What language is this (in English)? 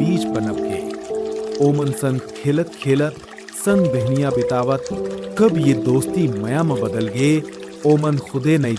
Chhattisgarhi